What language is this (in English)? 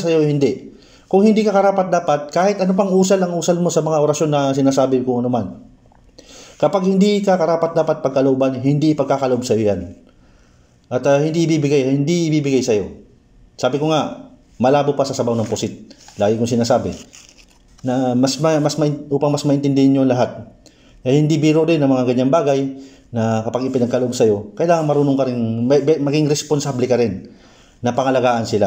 Filipino